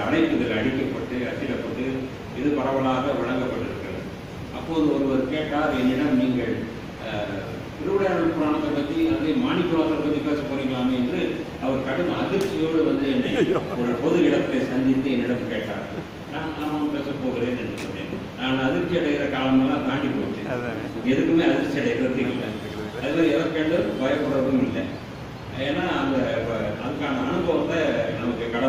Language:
Tamil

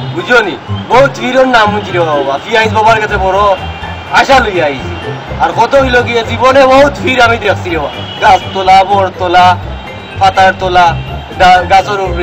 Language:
Sylheti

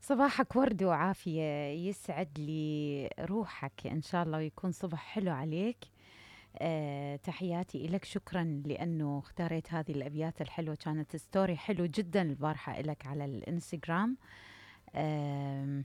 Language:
Mesopotamian Arabic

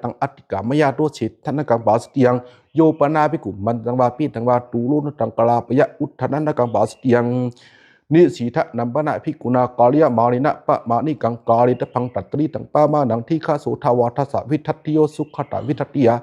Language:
Pali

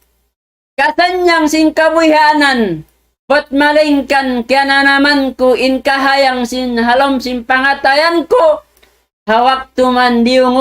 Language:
Tausug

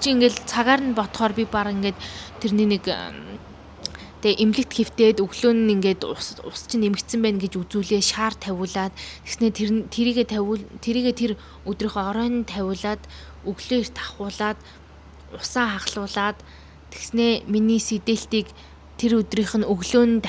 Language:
Mongolian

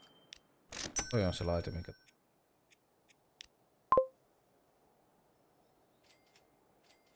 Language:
Finnish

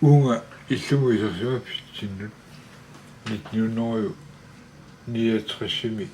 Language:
Kalaallisut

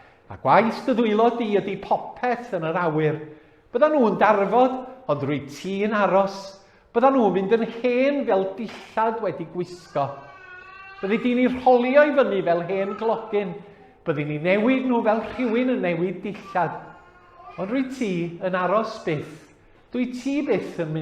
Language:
Welsh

